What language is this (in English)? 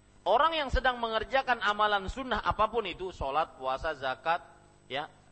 Indonesian